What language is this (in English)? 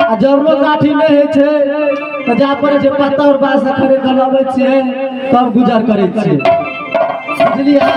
Maithili